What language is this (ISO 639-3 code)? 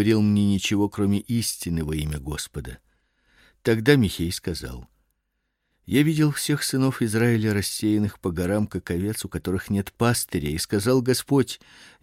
rus